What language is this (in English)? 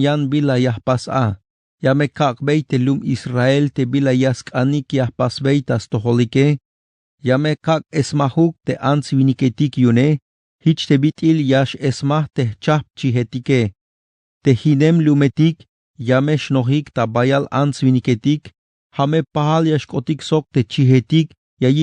Tzeltal